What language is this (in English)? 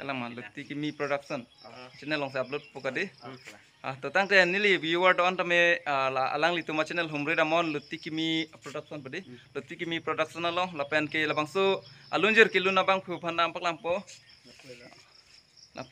Karbi